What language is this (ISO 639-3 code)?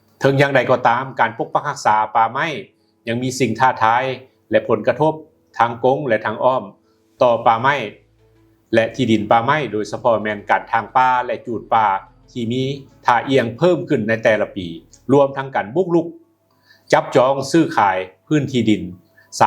lao